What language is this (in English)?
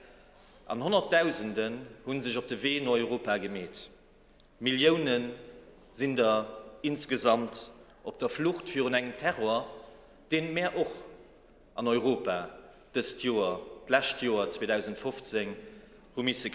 Luxembourgish